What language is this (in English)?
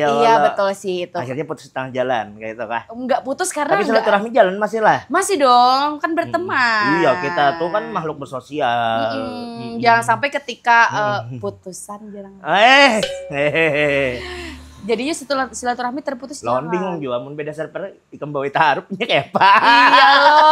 Banjar